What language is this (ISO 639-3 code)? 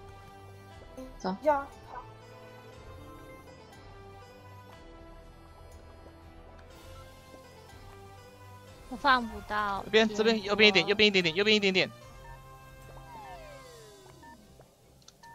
zho